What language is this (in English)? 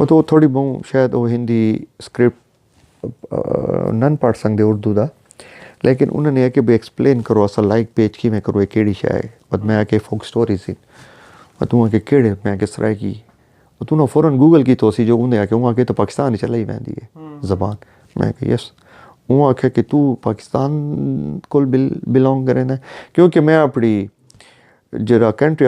Saraiki